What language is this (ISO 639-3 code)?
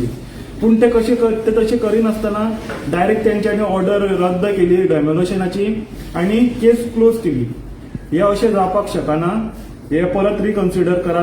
kok